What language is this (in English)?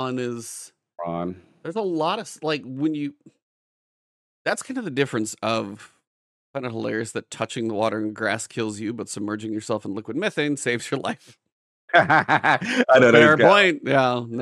English